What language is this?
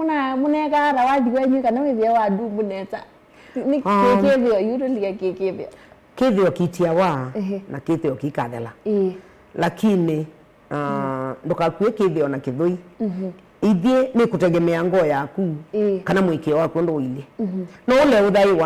Kamba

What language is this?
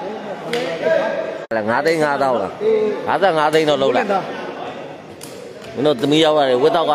Burmese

